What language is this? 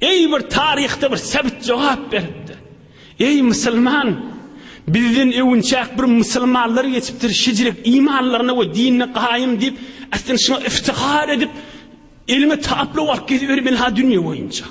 Turkmen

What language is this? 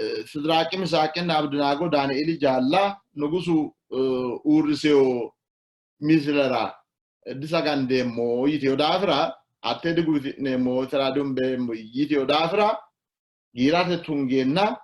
Sidamo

